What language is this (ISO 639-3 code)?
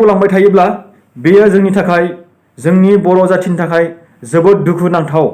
brx